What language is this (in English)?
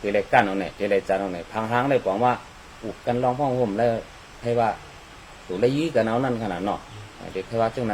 Shan